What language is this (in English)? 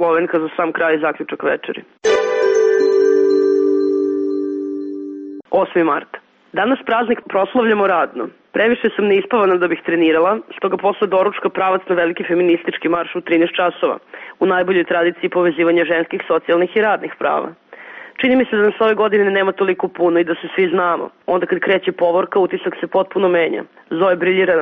Serbian